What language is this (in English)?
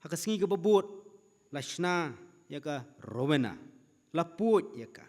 Khasi